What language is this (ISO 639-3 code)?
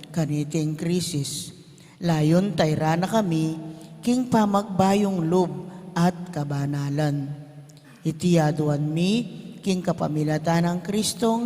pam